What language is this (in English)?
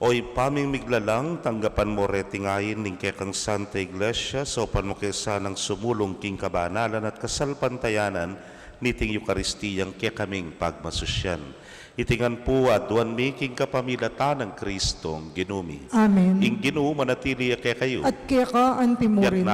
Pampanga